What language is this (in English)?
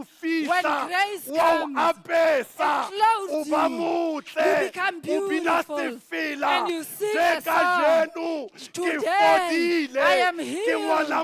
Southern Sotho